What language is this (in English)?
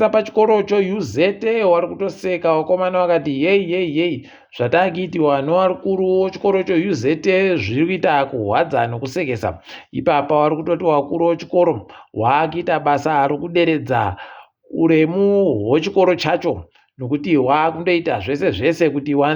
Ndau